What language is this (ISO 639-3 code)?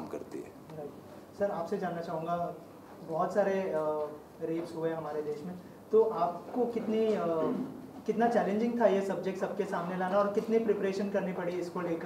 hin